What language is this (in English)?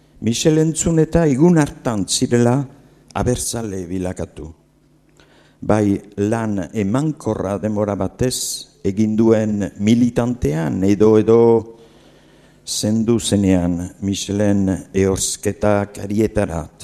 Basque